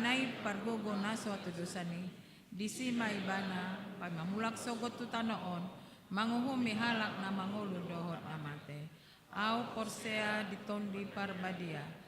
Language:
Batak Toba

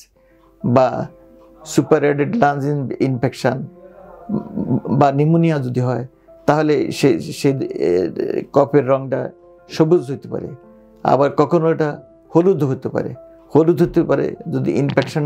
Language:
Bangla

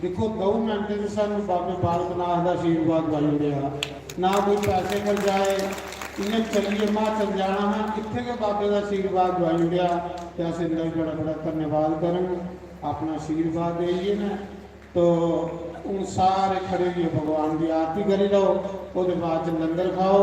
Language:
Dogri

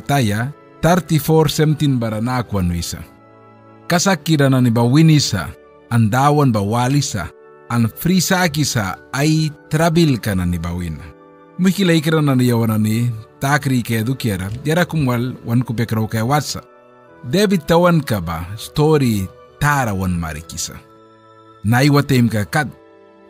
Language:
Mískito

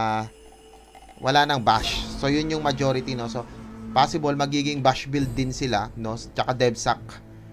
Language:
Filipino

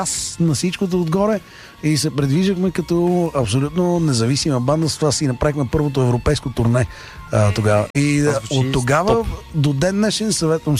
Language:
Bulgarian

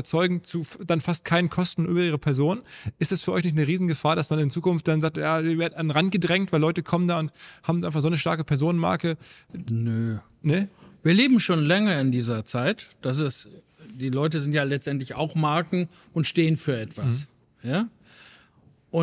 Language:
German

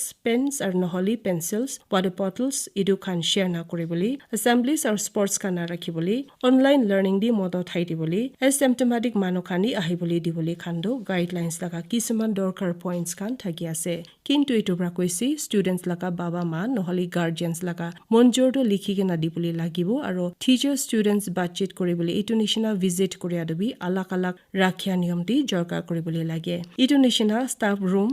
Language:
Naga Pidgin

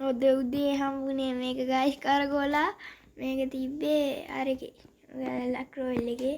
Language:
Sinhala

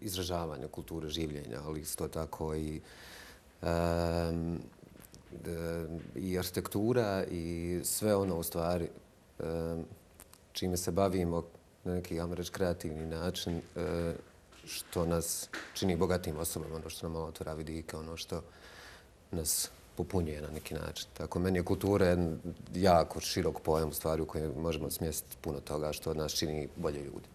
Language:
Bosnian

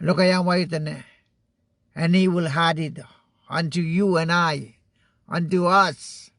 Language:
Pohnpeian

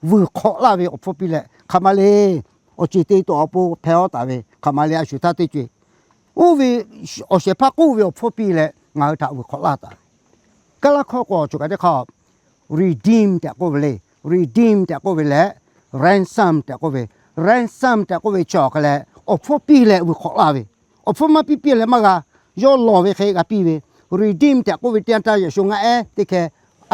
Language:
Lahu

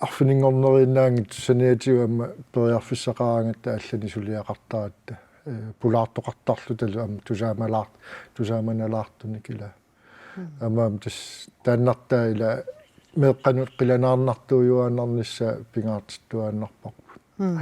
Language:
Kalaallisut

